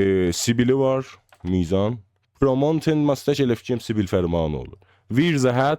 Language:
South Azerbaijani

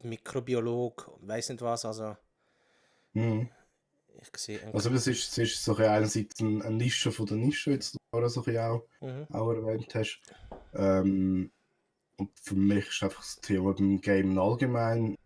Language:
Swiss German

